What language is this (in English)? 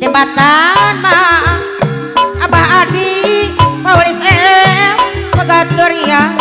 Sundanese